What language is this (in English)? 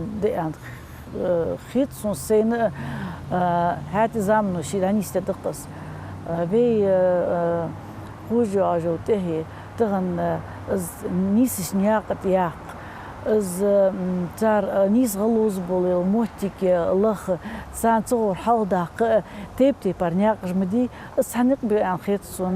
Ingush